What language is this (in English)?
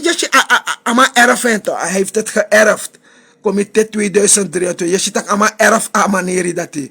Sranan Tongo